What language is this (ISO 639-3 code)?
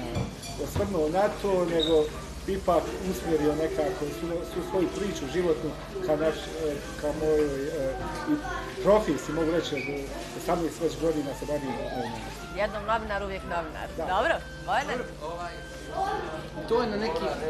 bos